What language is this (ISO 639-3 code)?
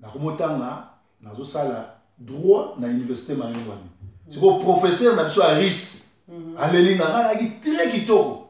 lin